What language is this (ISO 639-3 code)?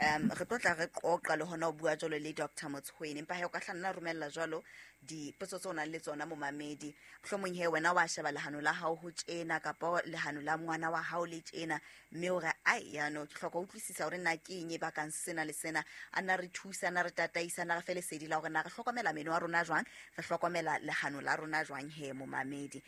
sot